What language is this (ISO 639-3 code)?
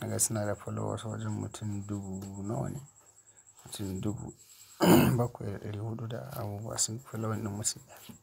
hau